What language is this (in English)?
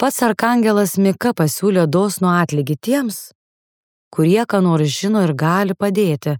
Lithuanian